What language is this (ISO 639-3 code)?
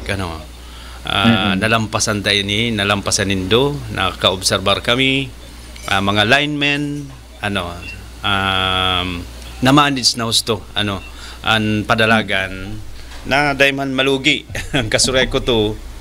bik